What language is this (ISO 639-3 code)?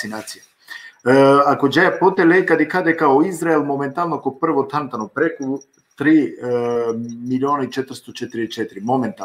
rmn